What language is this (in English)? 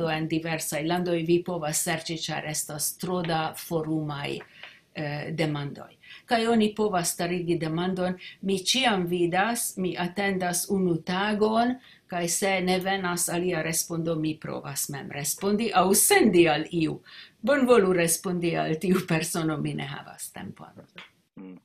Esperanto